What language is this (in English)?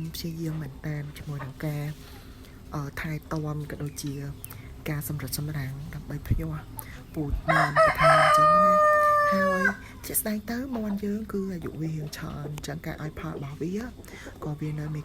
Khmer